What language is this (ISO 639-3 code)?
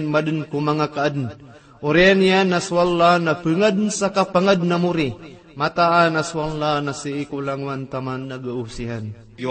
mrw